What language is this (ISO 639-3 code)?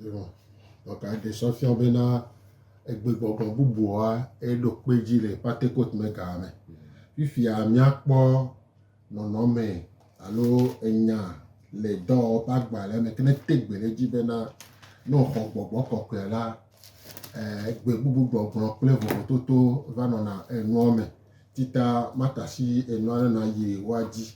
gej